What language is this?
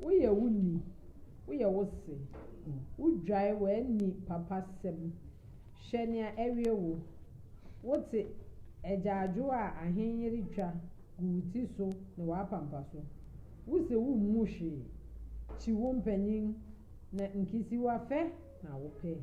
Akan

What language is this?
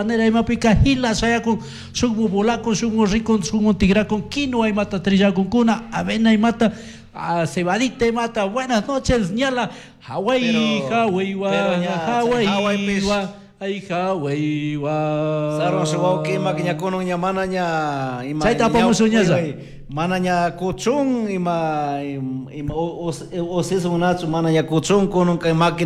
Chimborazo Highland Quichua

